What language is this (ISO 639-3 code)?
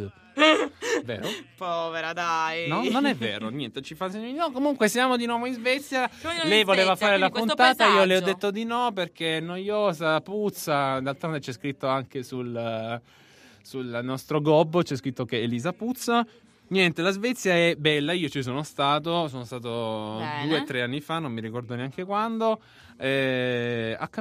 ita